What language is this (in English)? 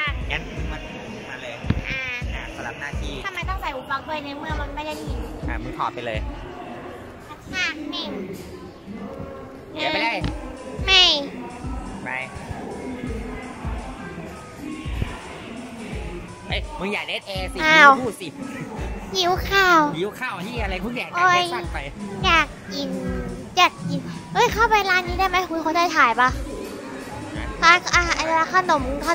Thai